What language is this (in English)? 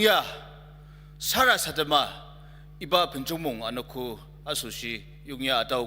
Ao Naga